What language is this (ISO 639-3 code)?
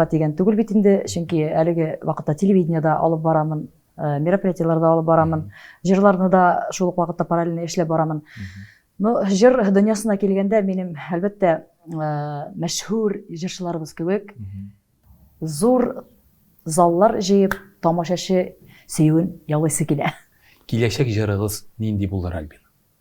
tat